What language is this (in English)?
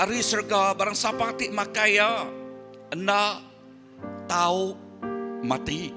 Iban